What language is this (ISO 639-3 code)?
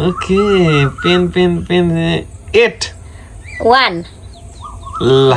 nep